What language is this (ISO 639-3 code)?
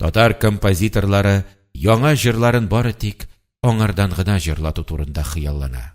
tat